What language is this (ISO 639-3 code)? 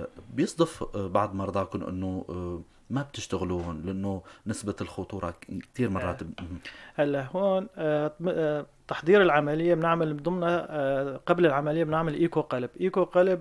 apc